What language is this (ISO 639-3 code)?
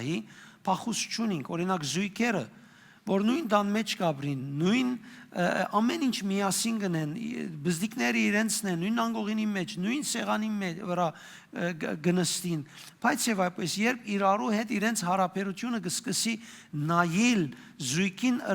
hyw